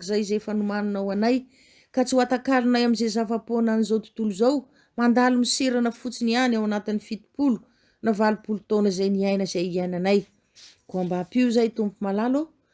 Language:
Malagasy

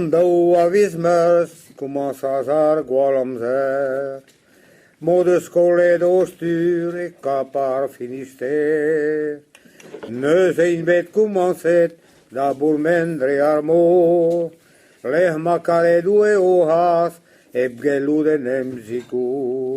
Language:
Breton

